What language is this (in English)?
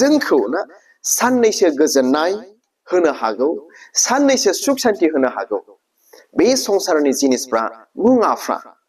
Bodo